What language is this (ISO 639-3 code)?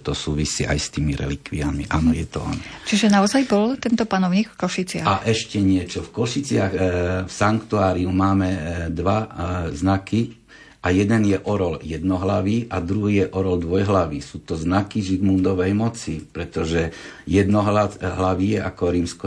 slk